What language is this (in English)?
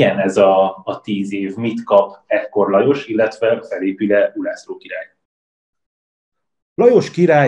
Hungarian